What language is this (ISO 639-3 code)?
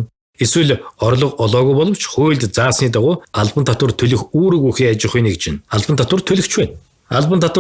mon